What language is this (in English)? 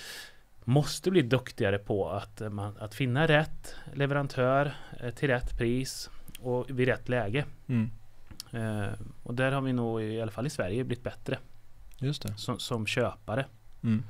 Swedish